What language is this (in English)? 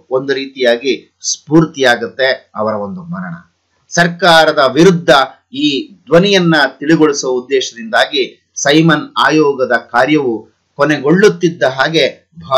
Kannada